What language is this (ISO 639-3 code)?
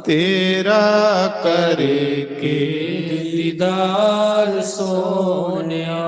doi